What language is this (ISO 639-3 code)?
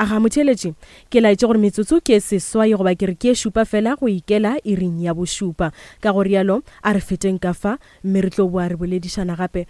nso